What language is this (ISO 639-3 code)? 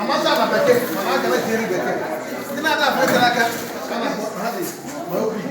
ibo